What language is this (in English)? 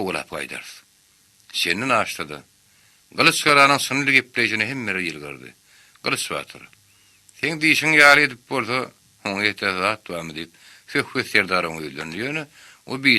Turkmen